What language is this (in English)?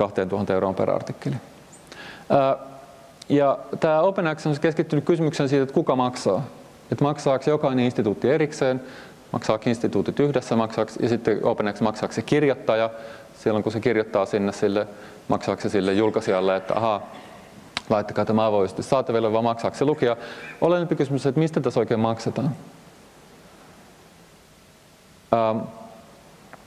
Finnish